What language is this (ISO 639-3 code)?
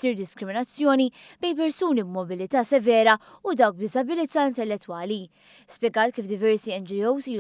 mlt